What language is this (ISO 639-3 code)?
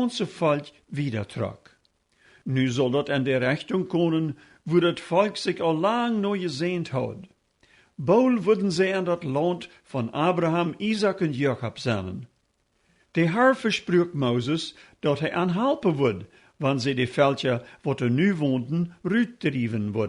pdt